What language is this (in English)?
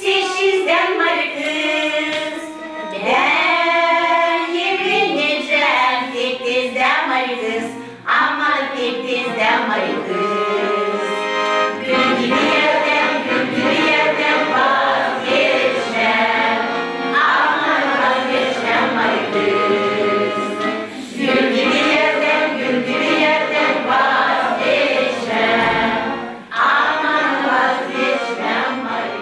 Gagauz